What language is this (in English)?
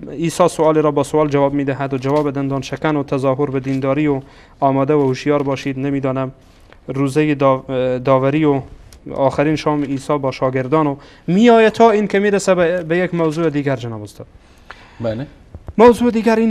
Persian